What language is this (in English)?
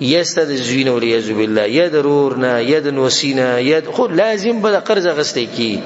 Pashto